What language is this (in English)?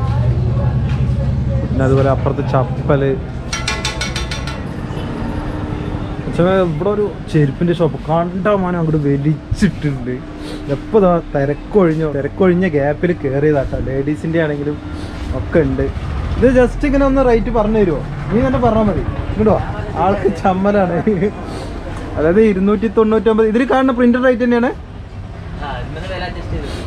Malayalam